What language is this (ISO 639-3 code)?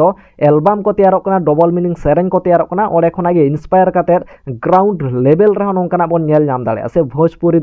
sat